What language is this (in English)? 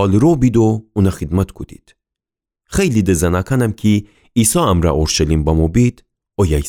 Gilaki